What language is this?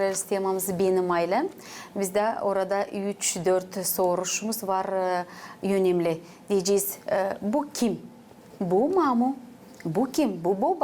Gagauz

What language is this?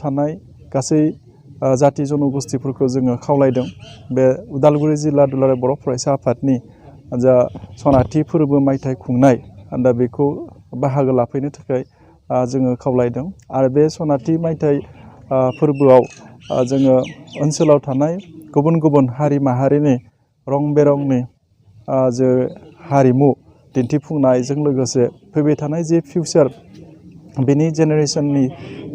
Bodo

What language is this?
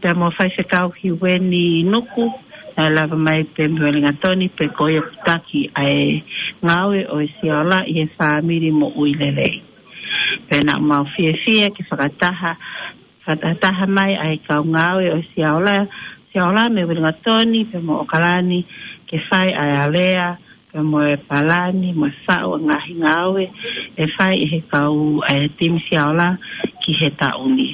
Tongan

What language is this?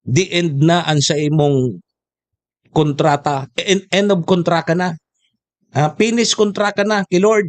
Bikol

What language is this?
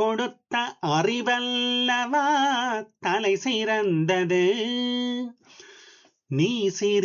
Tamil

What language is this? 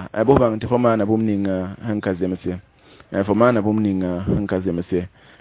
Mossi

